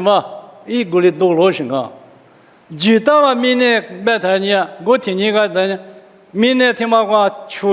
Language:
Lisu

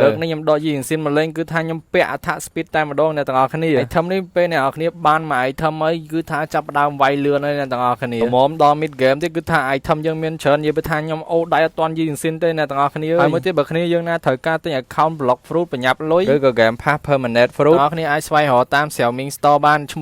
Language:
Khmer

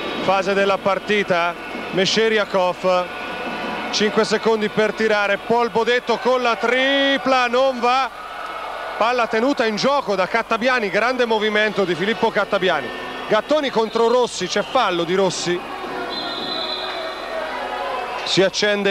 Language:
Italian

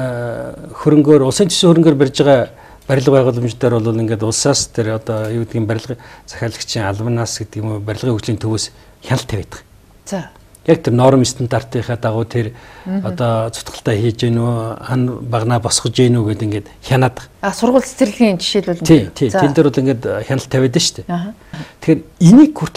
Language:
Mongolian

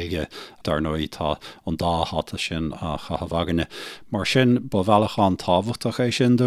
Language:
Irish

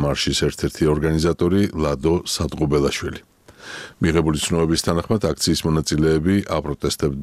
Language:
Georgian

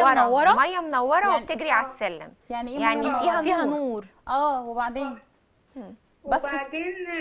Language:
Egyptian Arabic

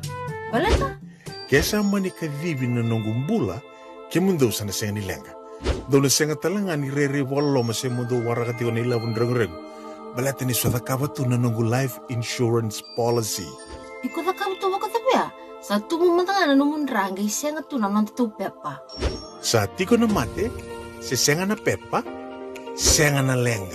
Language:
Fijian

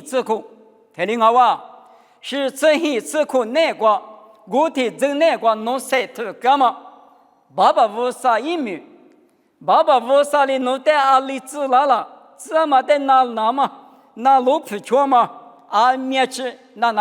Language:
Lisu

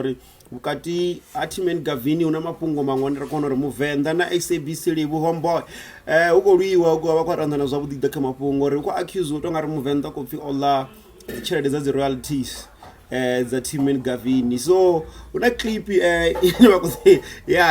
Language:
Venda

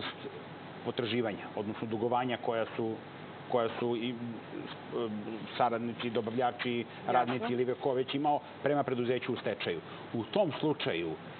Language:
Serbian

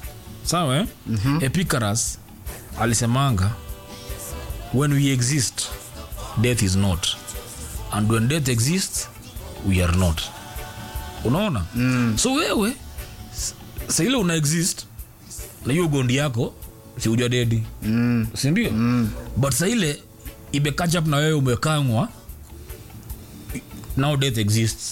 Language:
Swahili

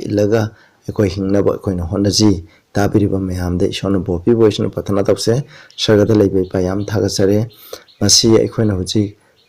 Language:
Manipuri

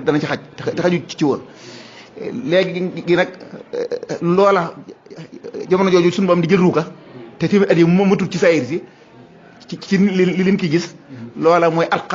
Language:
Wolof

